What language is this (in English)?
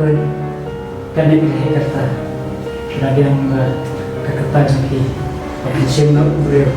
Khasi